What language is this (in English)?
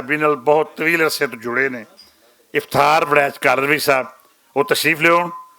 Western Panjabi